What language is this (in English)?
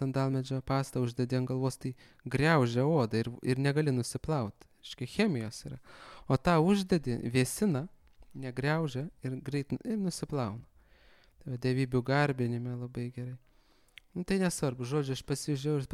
Lithuanian